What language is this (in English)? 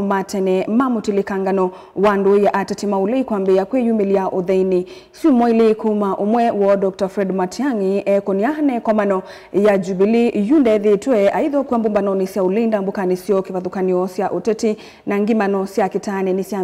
Kamba